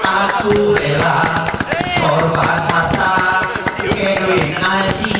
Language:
Gayo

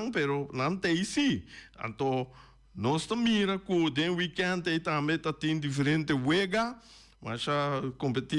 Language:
Papiamento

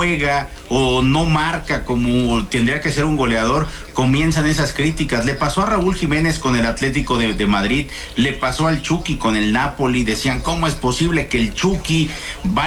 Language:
Spanish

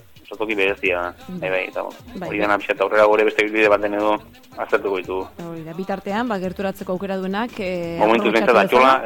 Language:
Basque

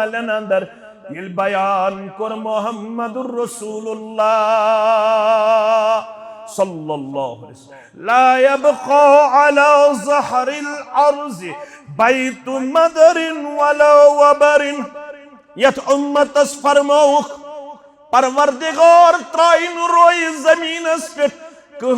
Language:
Kashmiri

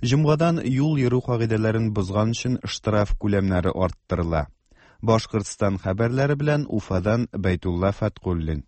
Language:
Tatar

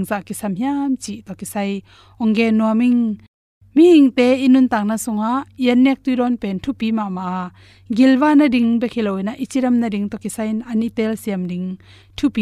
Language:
Tedim Chin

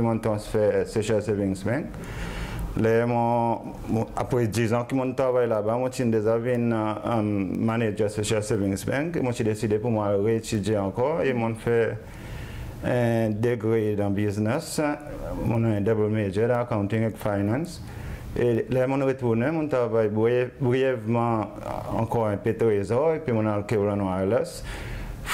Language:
Seselwa Creole French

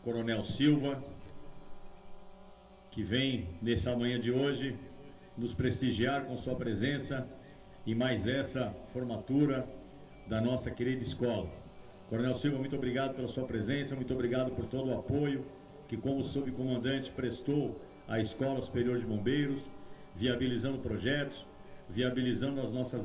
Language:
Portuguese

